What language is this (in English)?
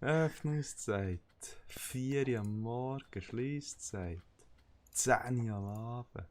Swiss German